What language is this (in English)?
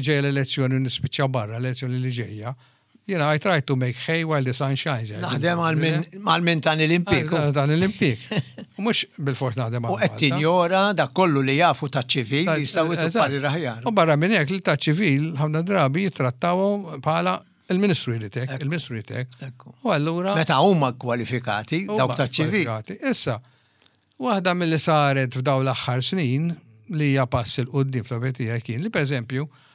Maltese